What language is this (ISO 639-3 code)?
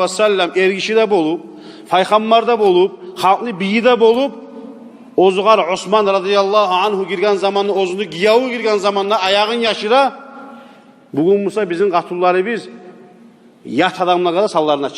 kum